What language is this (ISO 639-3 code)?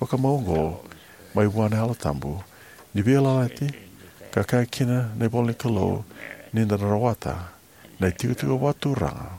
fij